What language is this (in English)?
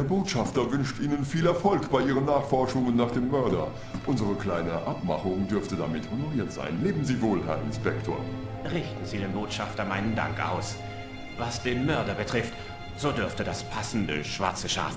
Bavarian